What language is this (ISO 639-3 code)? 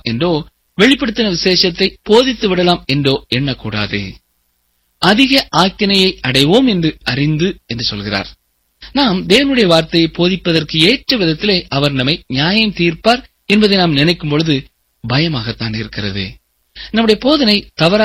tam